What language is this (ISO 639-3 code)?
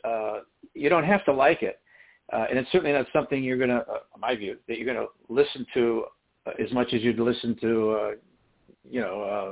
eng